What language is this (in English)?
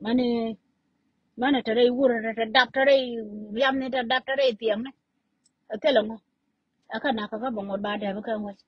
Nuer